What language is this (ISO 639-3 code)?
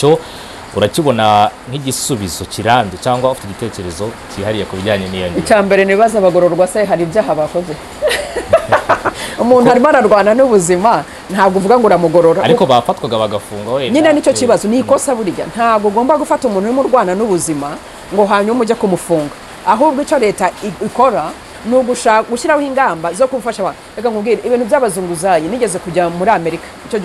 kin